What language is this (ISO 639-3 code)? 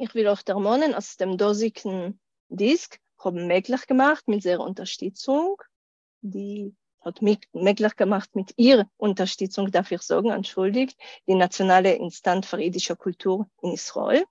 yid